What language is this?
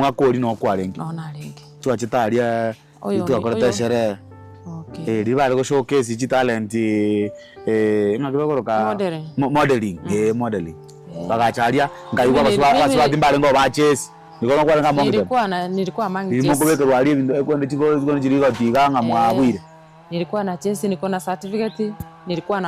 Gusii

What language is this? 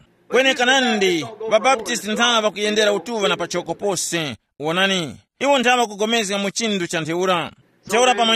Tumbuka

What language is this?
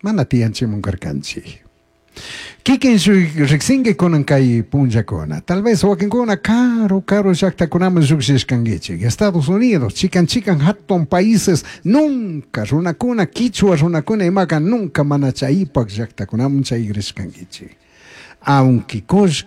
Chimborazo Highland Quichua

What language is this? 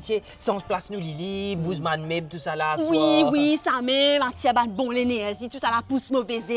Morisyen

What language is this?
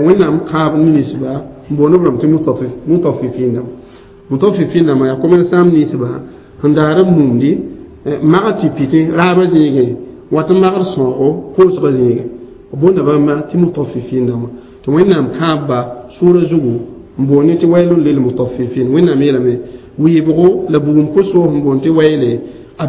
Mossi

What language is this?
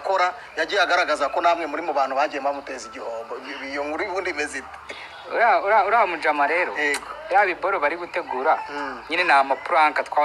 Kinyarwanda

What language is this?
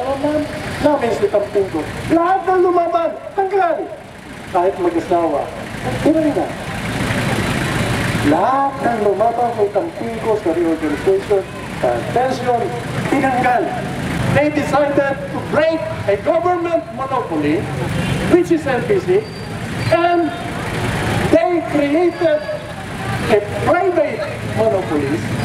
Filipino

